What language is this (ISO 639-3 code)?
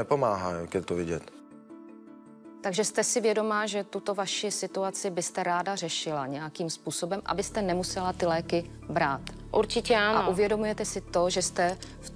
ces